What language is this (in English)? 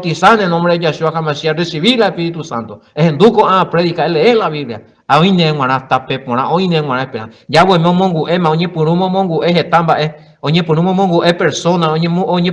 Guarani